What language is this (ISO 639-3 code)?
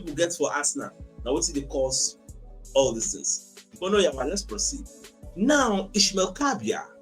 pcm